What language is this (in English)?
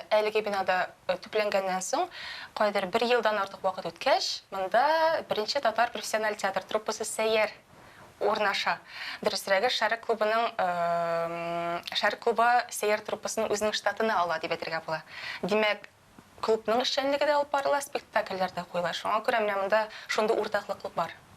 Tatar